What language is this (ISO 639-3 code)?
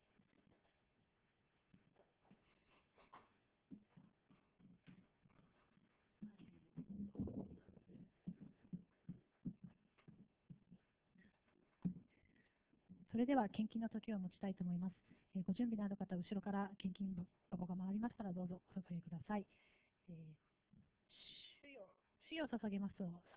jpn